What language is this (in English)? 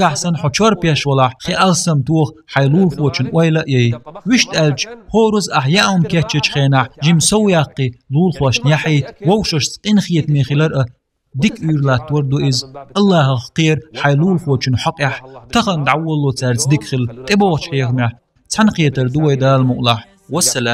Chechen